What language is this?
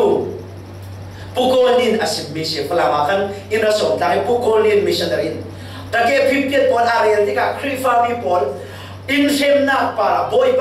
Falam Chin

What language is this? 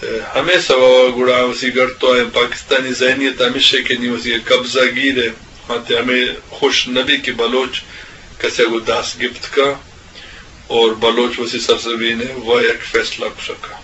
Eastern Balochi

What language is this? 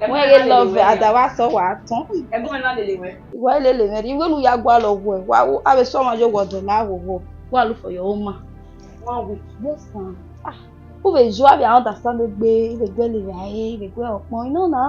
Bini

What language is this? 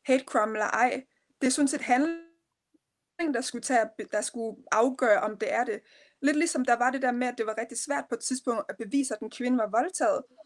Danish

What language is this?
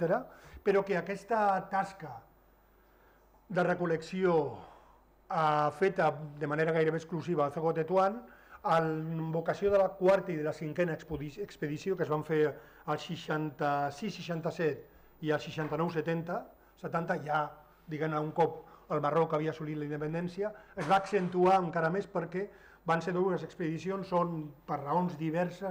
Catalan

